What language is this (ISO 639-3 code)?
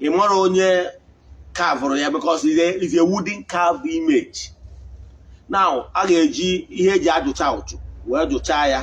ibo